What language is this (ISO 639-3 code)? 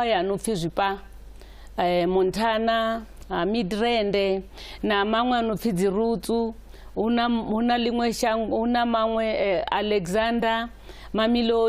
ven